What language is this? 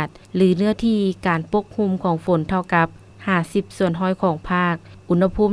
Lao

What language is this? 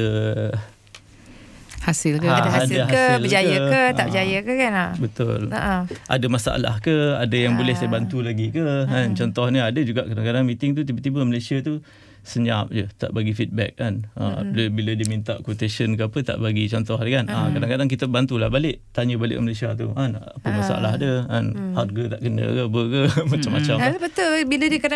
Malay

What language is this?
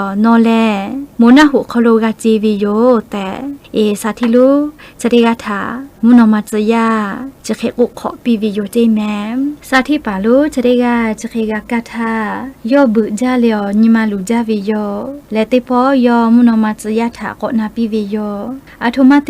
Lahu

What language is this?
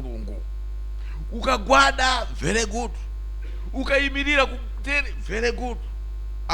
Nyanja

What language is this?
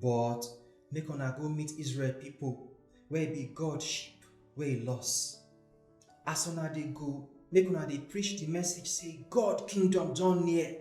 Nigerian Pidgin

